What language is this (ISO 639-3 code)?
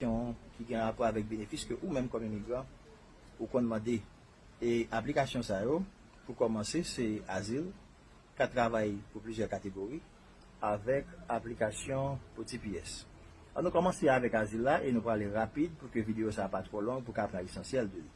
hat